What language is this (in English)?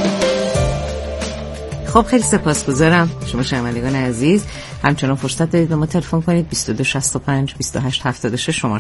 Persian